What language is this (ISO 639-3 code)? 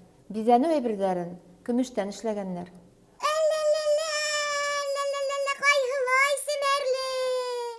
bak